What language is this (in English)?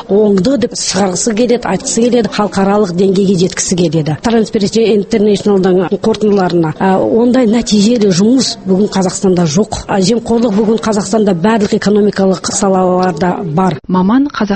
Kazakh